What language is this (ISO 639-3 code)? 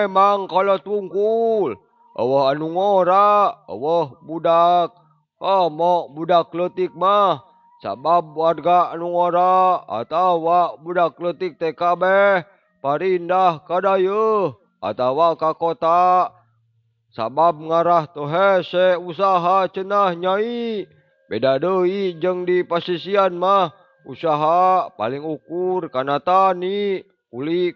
sun